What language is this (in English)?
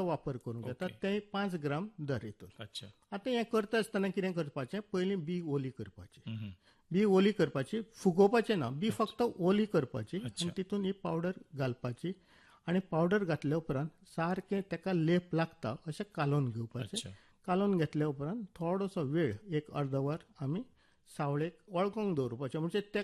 Konkani